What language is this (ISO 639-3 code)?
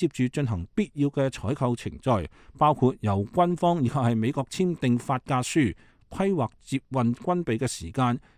yue